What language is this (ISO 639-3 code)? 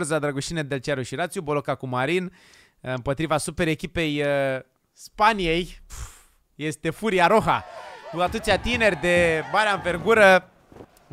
ron